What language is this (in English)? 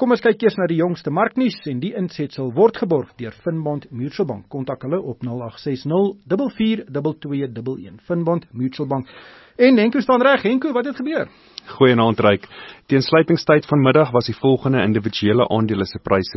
Afrikaans